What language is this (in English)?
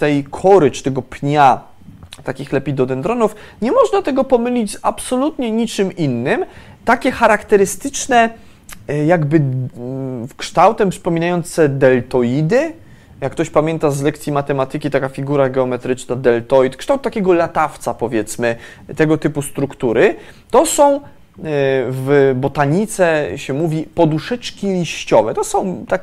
Polish